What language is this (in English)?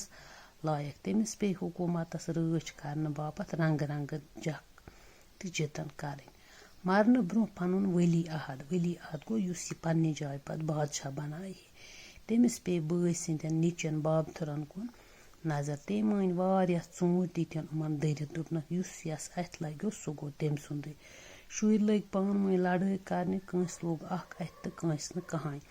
Kashmiri